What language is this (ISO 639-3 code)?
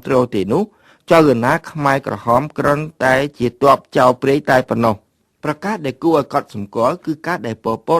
khm